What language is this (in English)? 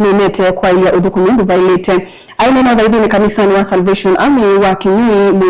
Kamba